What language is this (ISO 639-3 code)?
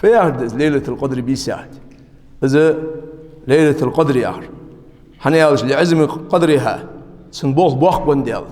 inh